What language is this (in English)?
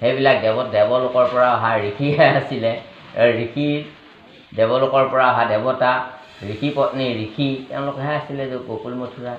Assamese